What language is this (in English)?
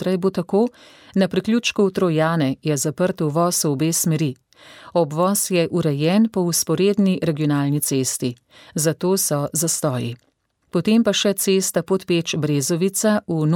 Slovenian